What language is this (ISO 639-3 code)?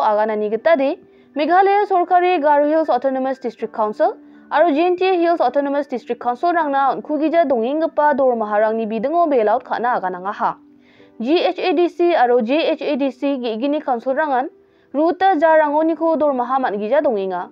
grt